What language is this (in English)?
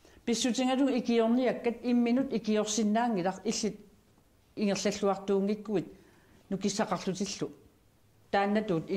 Kalaallisut